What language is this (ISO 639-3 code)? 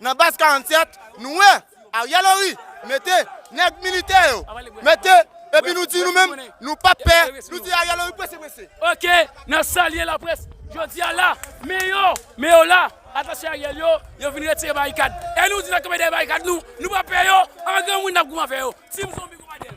hat